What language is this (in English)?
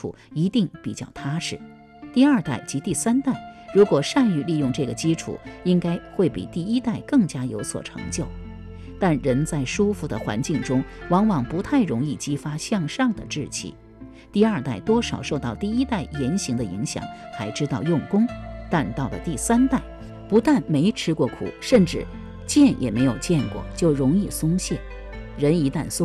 Chinese